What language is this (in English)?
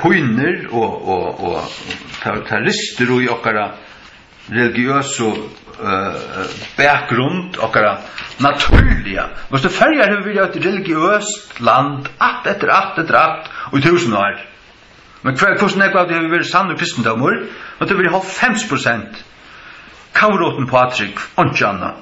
Faroese